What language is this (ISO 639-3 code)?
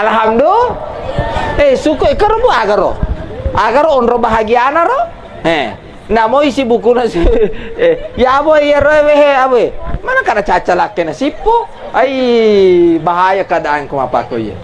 bug